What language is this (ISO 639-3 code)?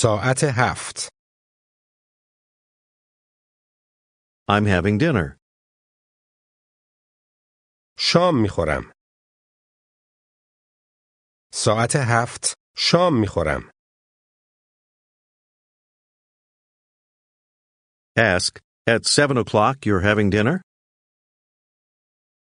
fas